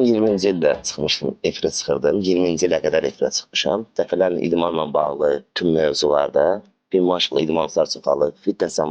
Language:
Azerbaijani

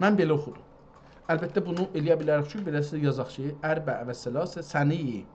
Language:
South Azerbaijani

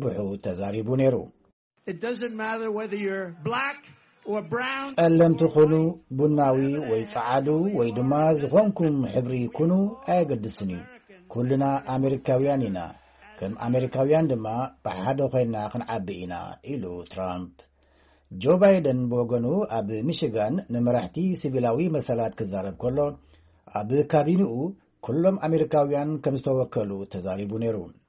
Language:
Tigrinya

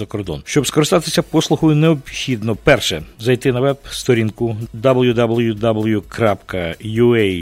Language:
Ukrainian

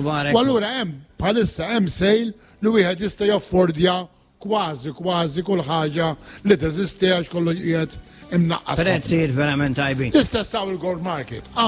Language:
Maltese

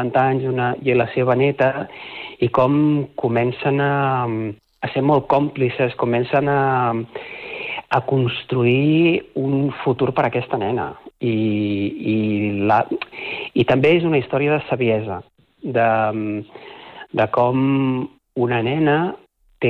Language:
Catalan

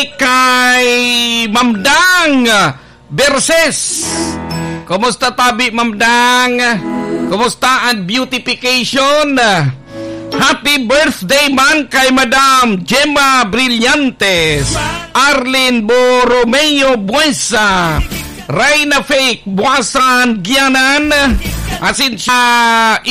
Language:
Bikol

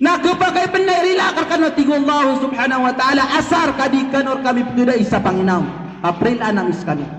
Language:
Maranao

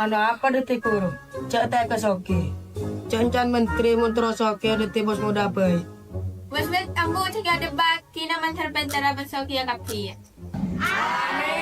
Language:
Madurese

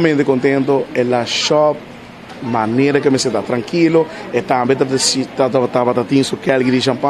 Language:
Papiamento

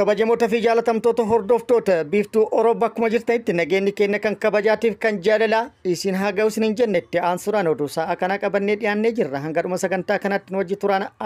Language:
Oromo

